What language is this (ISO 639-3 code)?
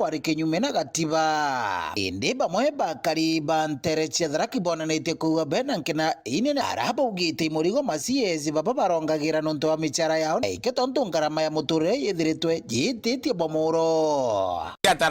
mer